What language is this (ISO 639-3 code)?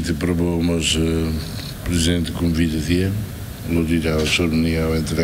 tet